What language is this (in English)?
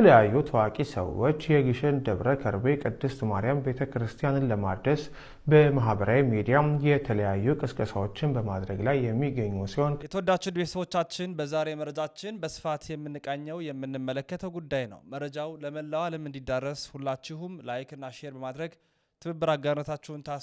Amharic